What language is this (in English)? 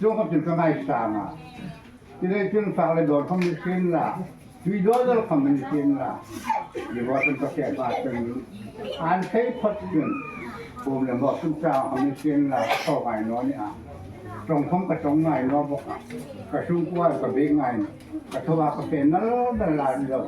Hmar